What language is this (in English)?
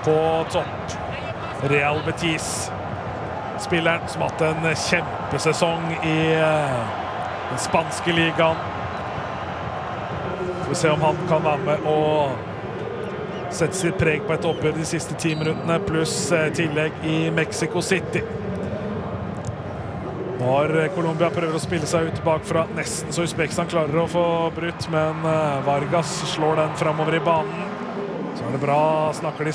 Norwegian